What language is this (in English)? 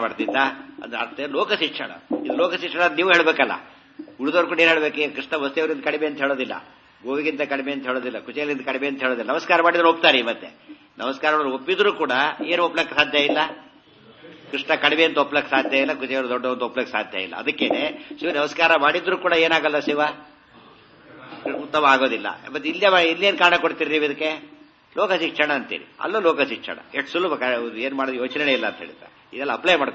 Kannada